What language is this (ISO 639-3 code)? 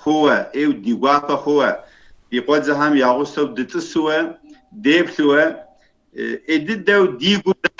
kbd